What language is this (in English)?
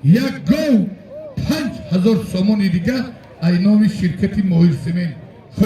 Tajik